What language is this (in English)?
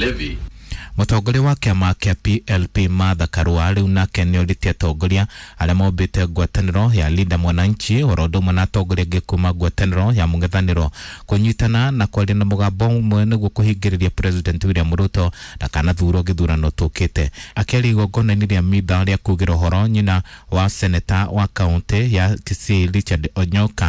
Kikuyu